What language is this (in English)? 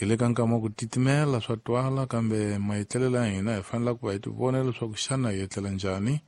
Tsonga